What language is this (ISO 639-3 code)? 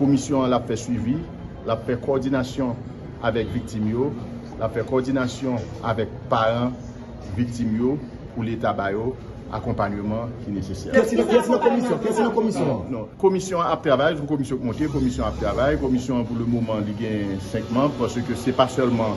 hat